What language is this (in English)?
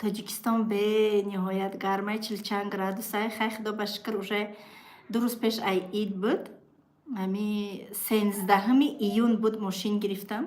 Tajik